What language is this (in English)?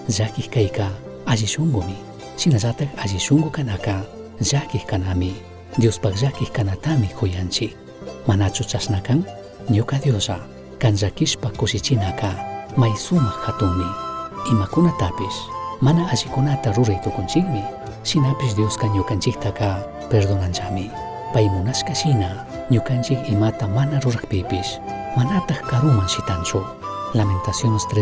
Chimborazo Highland Quichua